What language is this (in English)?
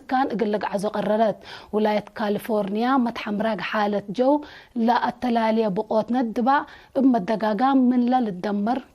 Tigre